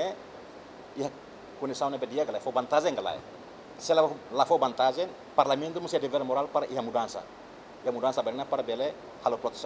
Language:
Tetum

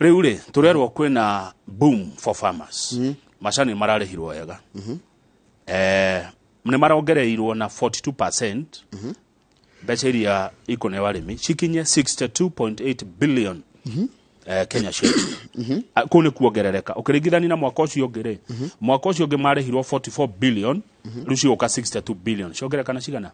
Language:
Kikuyu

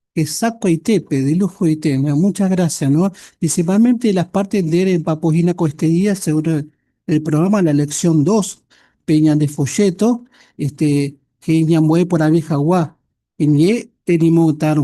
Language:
Guarani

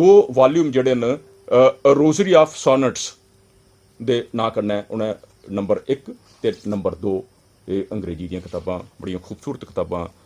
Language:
Dogri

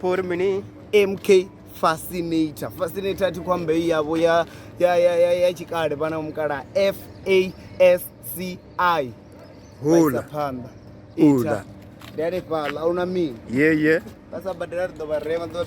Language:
Venda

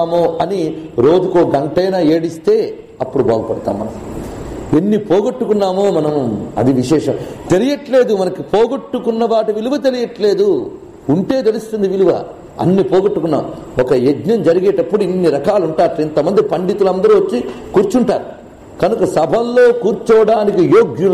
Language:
Telugu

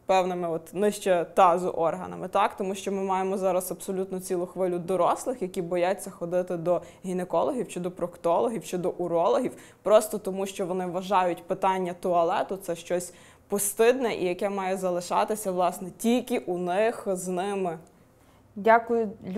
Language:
Ukrainian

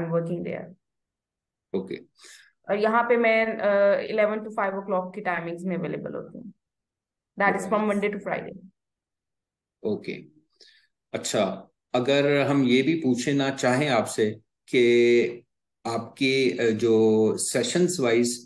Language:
Hindi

